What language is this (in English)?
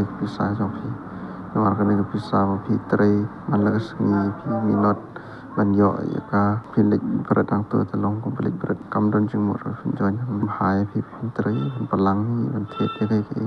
Khasi